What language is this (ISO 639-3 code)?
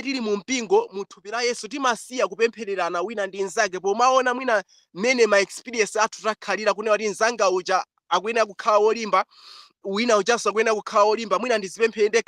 nya